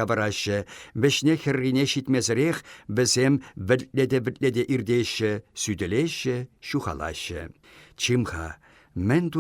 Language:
Chuvash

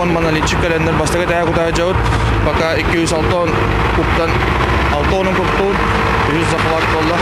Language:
Yakut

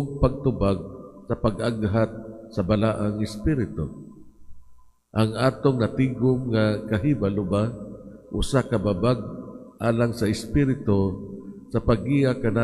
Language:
Cebuano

